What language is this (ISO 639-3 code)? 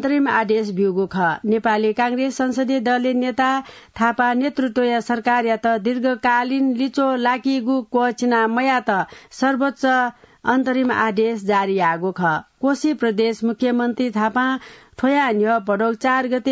new